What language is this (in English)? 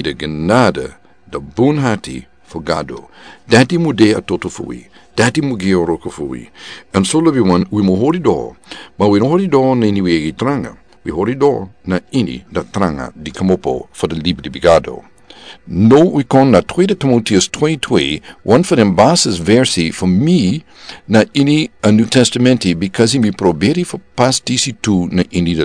Sranan Tongo